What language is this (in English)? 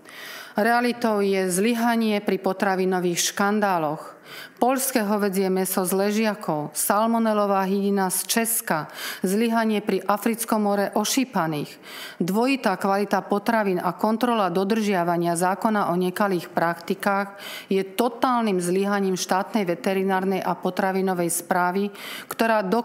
Slovak